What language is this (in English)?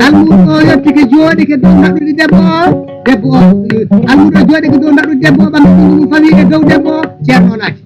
Fula